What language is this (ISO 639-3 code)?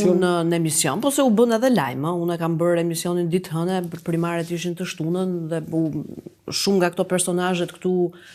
sqi